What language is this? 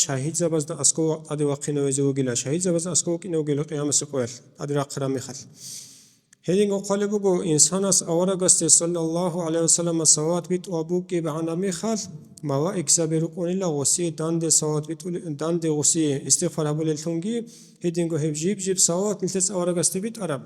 Avaric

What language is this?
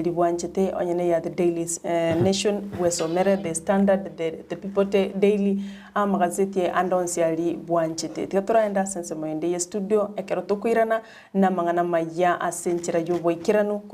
Gusii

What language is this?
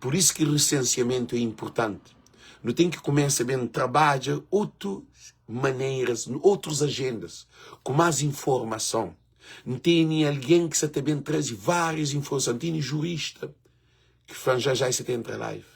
Kabuverdianu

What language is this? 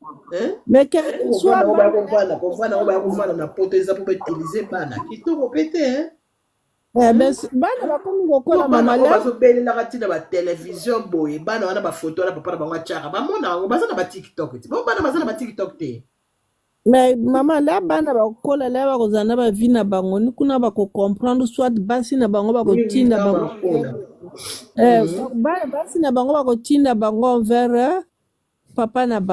Lingala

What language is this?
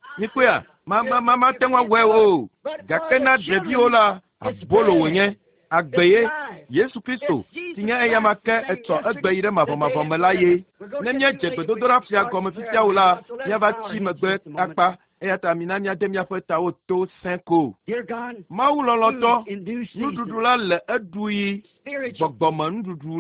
Ewe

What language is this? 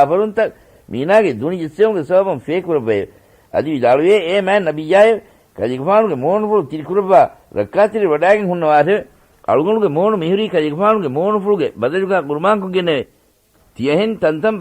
Divehi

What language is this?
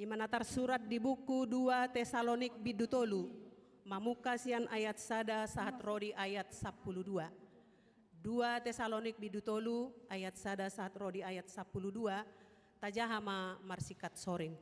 Batak Toba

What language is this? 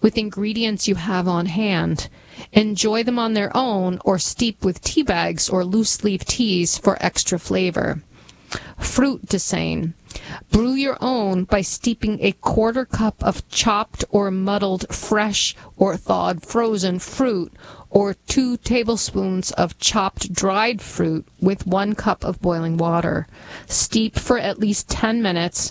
English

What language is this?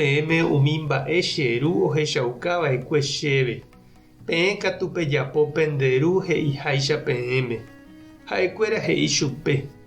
Guarani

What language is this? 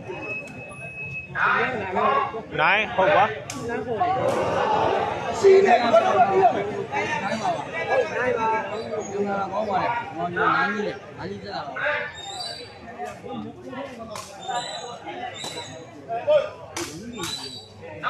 Burmese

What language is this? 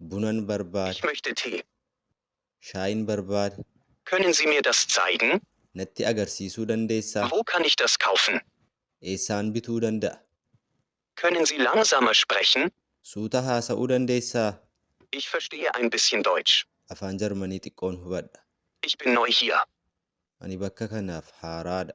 Oromo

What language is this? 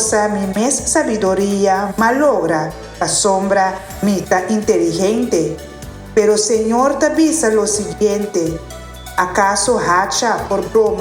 Papiamento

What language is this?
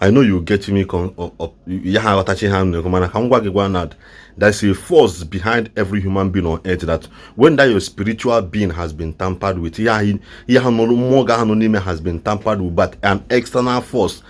Igbo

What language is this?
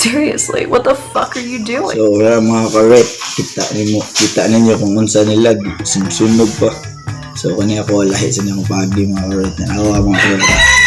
Cebuano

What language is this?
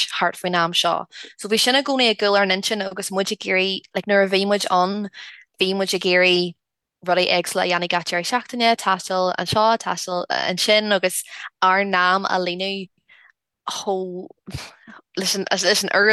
Irish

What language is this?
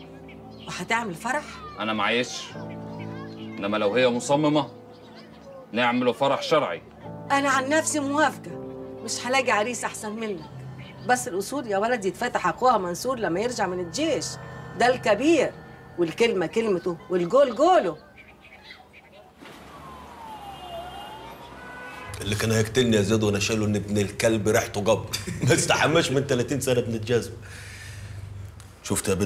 Egyptian Arabic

